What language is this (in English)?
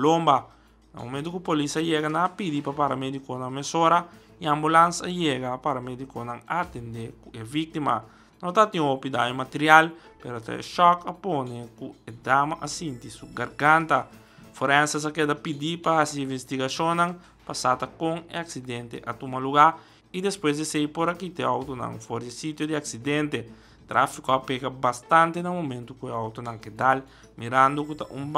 Papiamento